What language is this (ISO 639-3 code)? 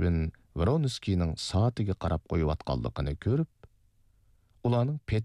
uig